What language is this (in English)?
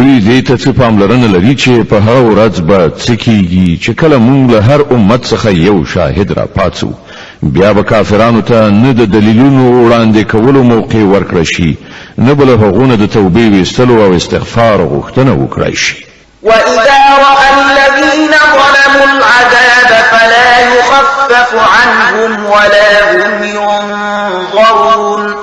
Pashto